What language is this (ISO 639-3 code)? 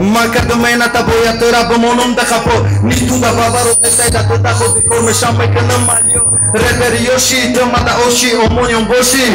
tgk